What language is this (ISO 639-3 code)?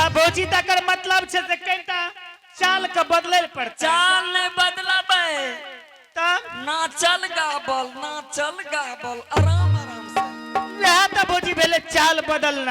anp